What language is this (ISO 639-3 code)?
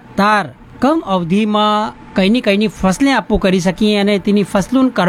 guj